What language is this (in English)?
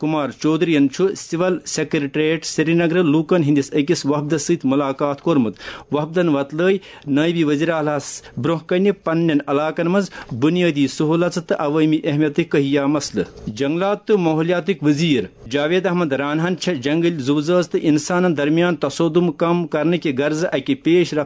Kashmiri